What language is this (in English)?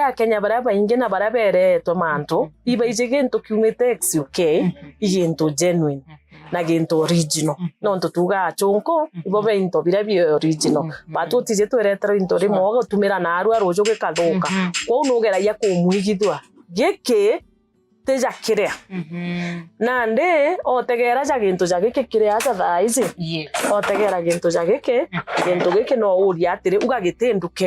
Meru